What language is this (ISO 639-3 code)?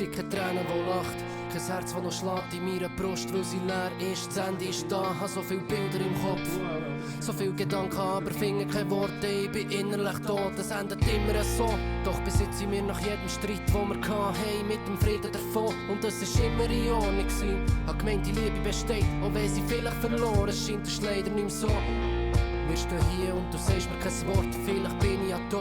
gsw